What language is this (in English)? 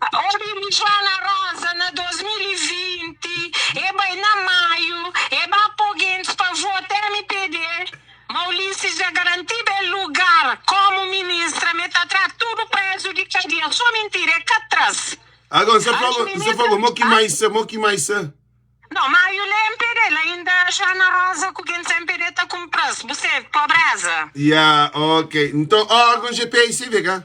Kabuverdianu